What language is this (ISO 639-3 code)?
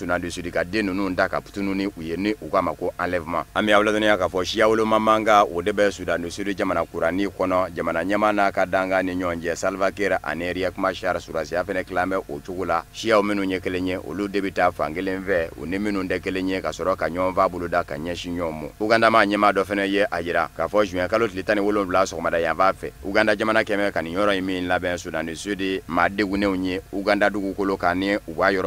bam